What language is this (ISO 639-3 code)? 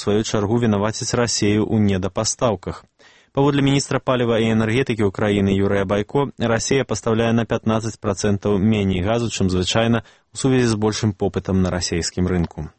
bel